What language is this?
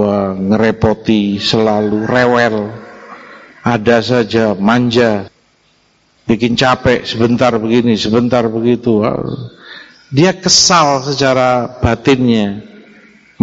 Indonesian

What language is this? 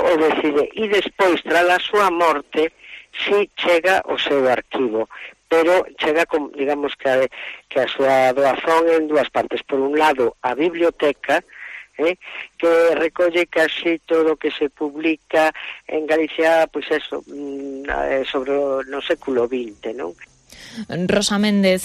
Galician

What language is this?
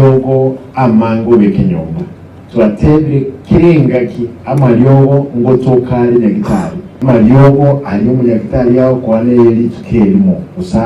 Gusii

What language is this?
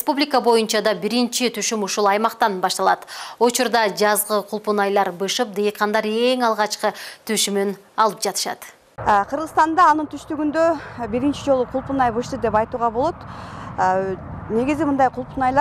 Kyrgyz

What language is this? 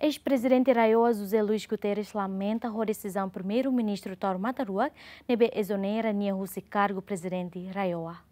Tetum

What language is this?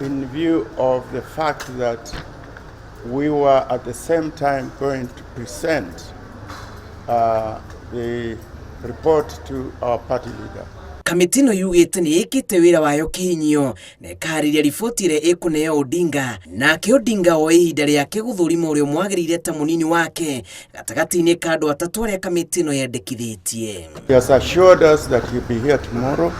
Kikuyu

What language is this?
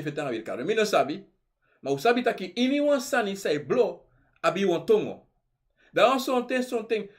Sranan Tongo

